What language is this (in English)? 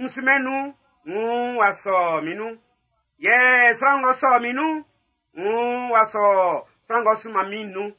Baoulé